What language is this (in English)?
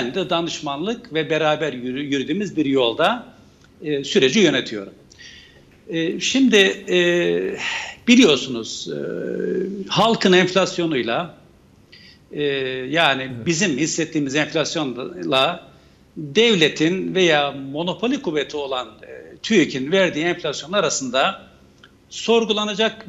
Turkish